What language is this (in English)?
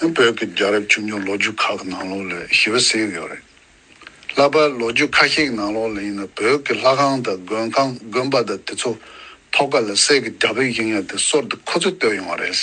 Tibetan